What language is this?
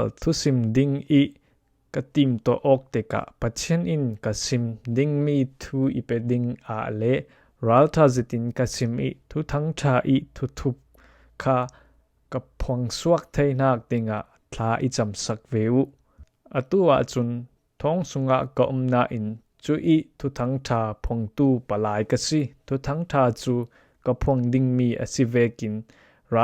Falam Chin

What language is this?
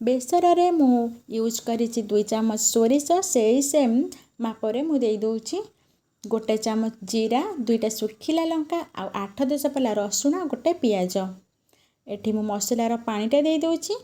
Odia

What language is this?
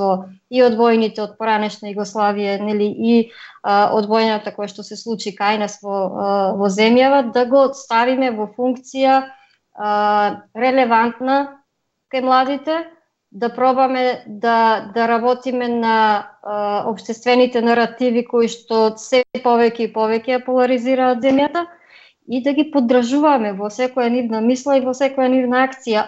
Macedonian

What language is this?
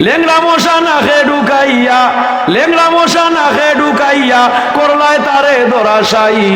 Sylheti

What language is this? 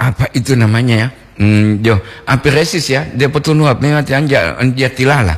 Gorontalo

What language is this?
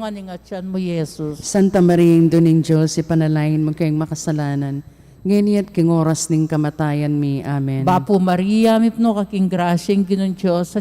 Pampanga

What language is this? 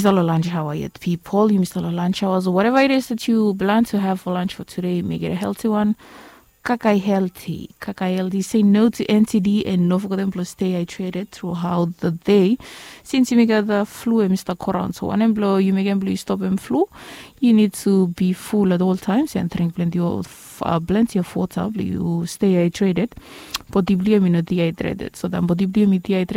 Bislama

